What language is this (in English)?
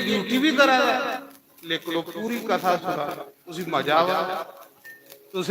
Dogri